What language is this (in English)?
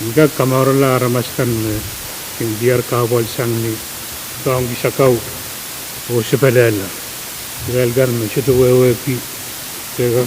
Pohnpeian